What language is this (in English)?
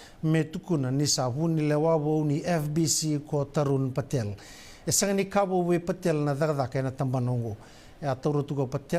Fijian